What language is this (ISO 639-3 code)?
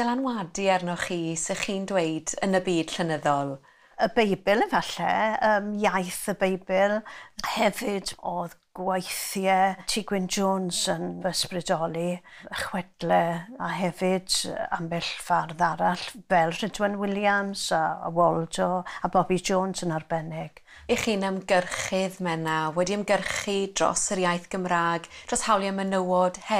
cym